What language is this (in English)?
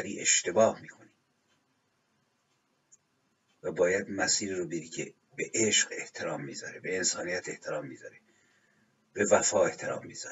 Persian